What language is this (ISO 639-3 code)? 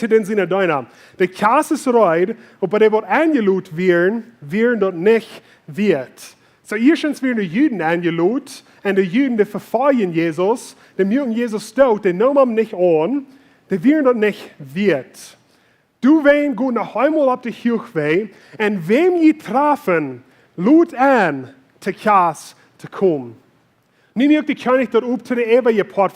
pdt